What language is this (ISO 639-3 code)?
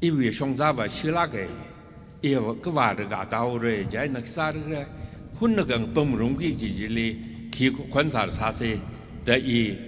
nmf